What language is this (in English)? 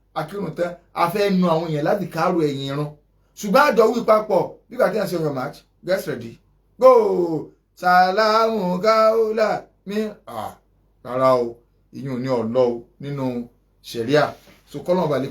Yoruba